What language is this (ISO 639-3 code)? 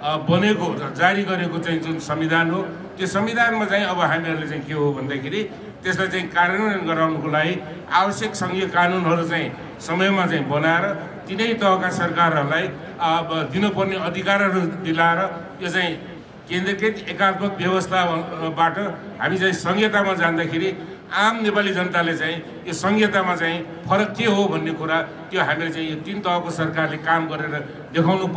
nep